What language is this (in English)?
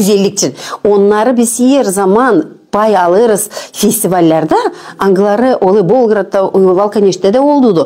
Gagauz